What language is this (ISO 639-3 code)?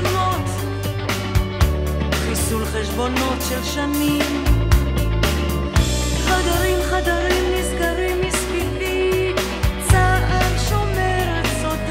heb